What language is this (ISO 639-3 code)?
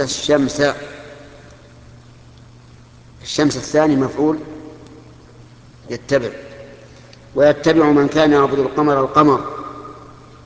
ara